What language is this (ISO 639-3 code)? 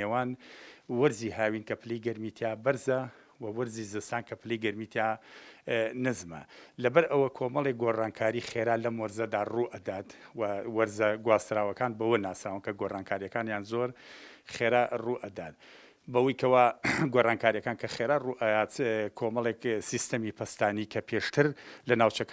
ckb